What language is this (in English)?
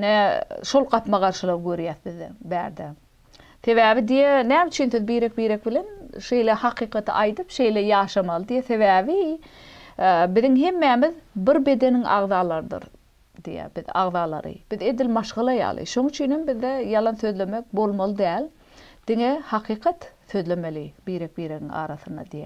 Turkmen